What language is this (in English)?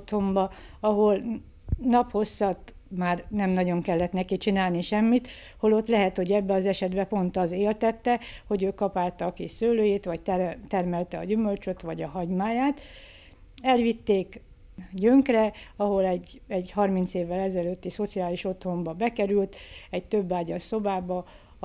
Hungarian